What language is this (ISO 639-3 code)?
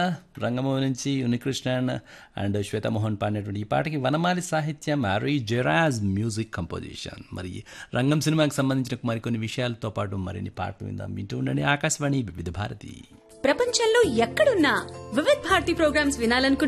tel